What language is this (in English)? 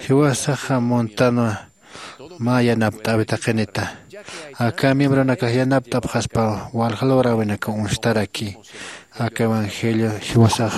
Aymara